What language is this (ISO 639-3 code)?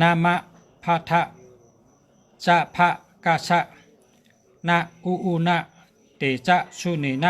shn